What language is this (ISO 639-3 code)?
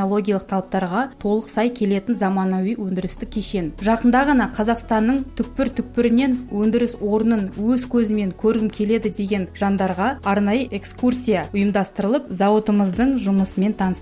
kaz